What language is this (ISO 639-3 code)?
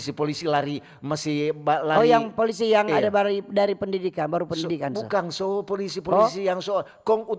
xmm